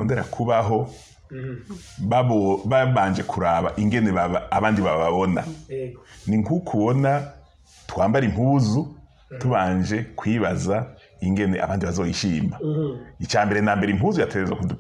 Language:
Rundi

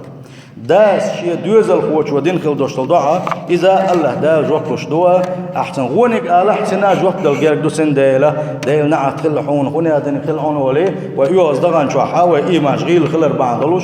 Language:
Chechen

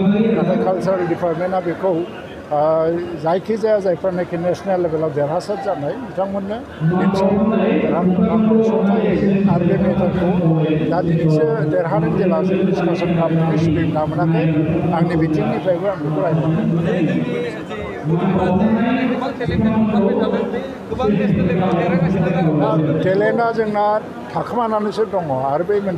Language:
Bodo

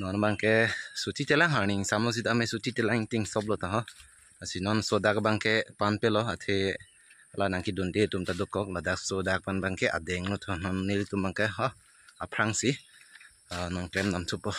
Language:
Karbi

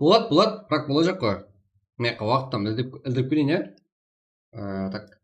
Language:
Kara-Kalpak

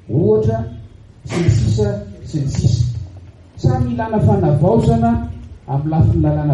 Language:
Malagasy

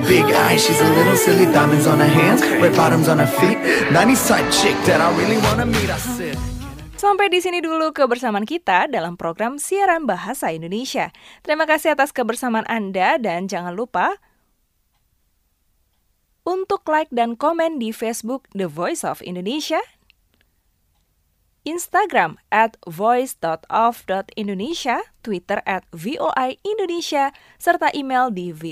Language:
Indonesian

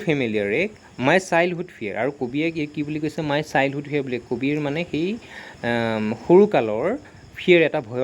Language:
Assamese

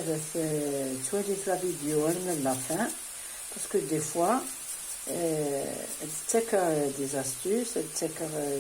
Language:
Kabyle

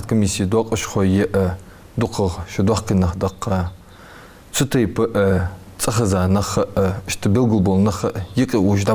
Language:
Ingush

